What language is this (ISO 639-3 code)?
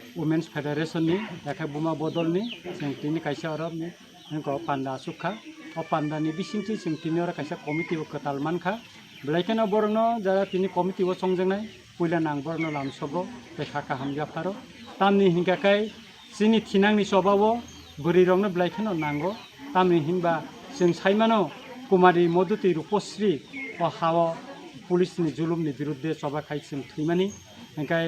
trp